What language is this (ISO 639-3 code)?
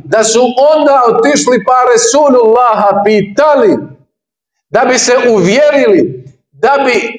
bos